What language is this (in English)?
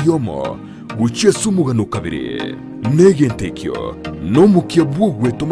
Gusii